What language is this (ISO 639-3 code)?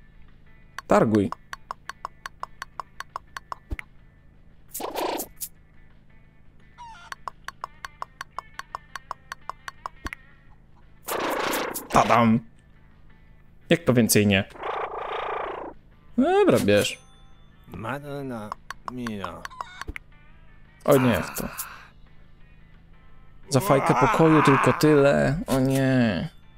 pol